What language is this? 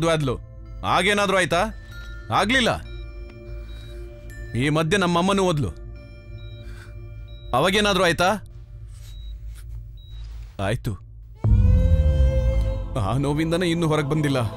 Kannada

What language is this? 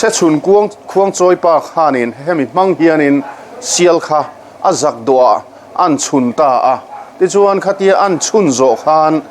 Mizo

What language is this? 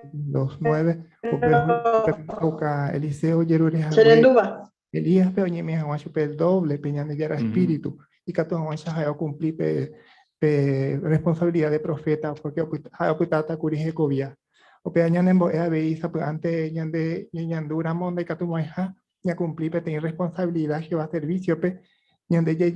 Guarani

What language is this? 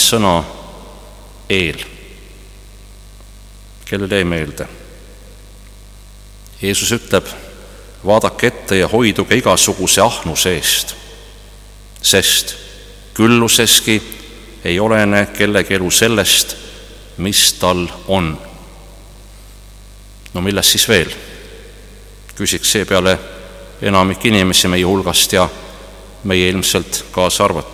Estonian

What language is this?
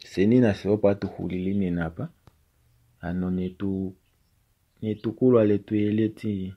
Kuanyama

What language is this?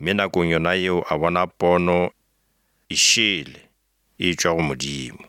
Northern Sotho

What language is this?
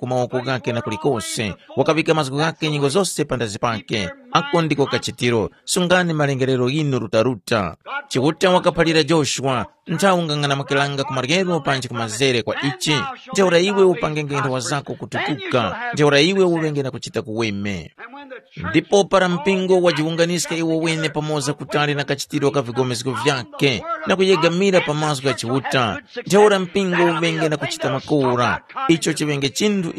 Tumbuka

